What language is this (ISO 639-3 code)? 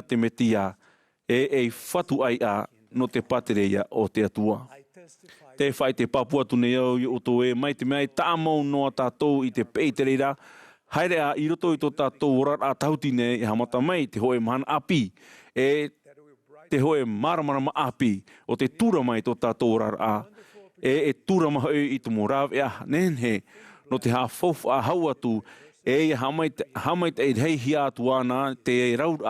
tah